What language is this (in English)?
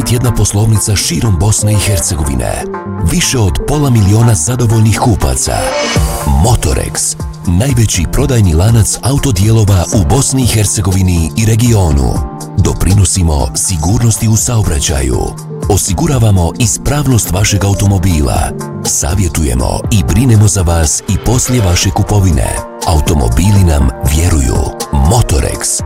Bosnian